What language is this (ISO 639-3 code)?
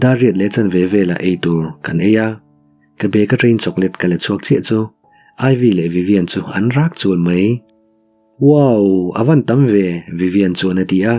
lus